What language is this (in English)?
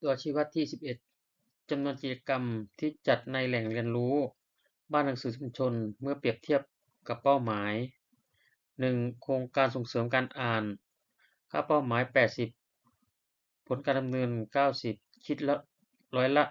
Lao